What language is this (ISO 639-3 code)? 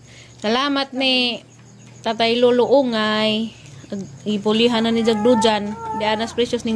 ceb